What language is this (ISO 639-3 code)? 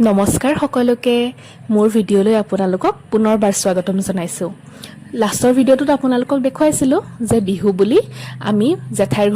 asm